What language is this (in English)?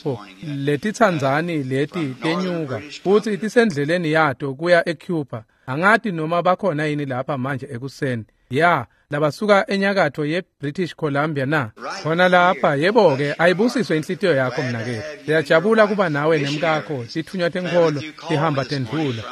Swati